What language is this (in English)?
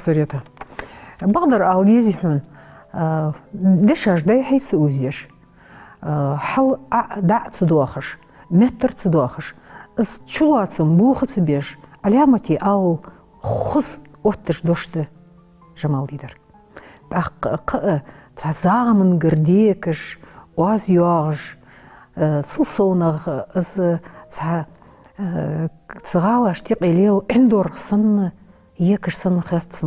Ingush